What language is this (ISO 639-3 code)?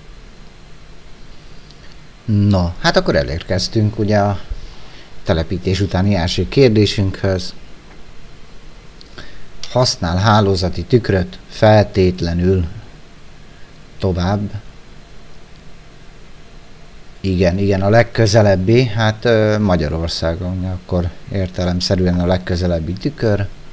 hun